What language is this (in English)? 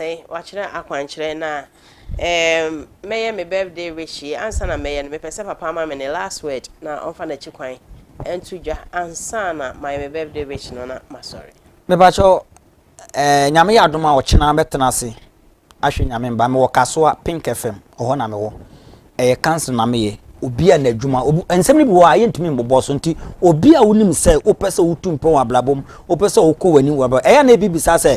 Akan